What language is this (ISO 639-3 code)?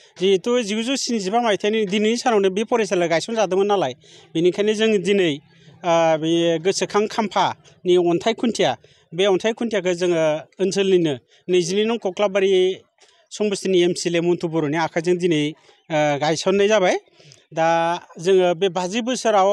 brx